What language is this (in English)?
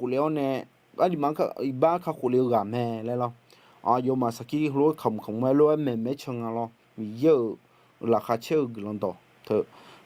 Akha